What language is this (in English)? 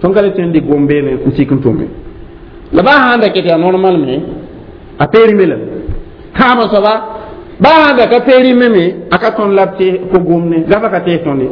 Mossi